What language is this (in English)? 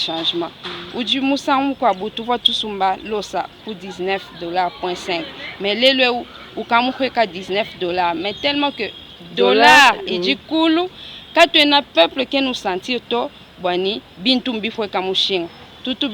Luba-Lulua